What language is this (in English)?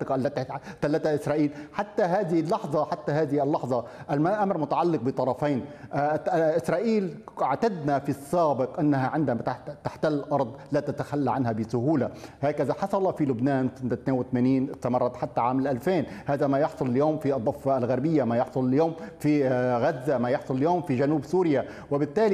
Arabic